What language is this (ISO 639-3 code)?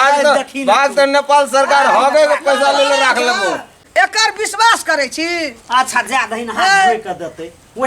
mai